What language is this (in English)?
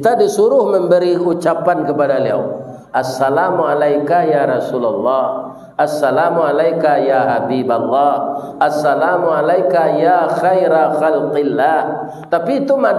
Minangkabau